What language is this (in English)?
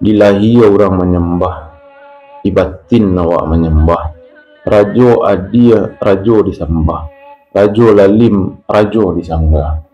Minangkabau